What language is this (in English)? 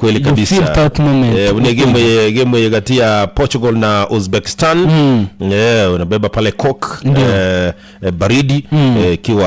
Gusii